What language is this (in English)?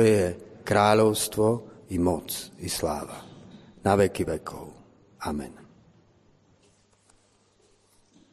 Slovak